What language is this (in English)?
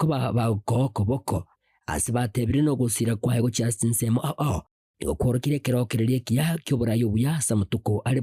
Gusii